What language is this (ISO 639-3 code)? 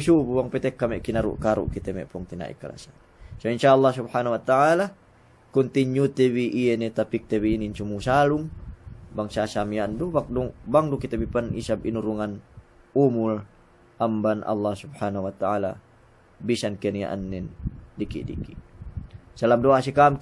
yka